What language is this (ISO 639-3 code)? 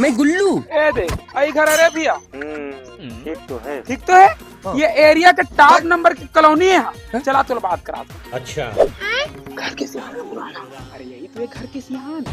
hne